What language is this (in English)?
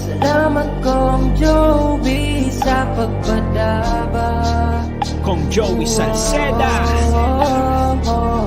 Bikol